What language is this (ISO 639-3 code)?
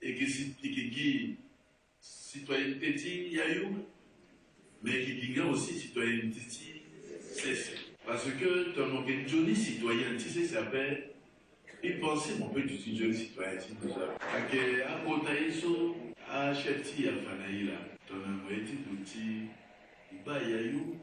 sag